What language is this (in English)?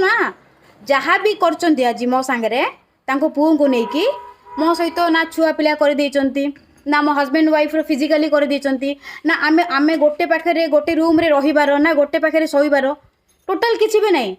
Odia